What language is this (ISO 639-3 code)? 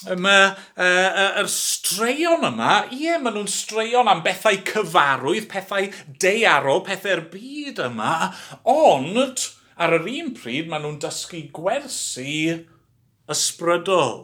cym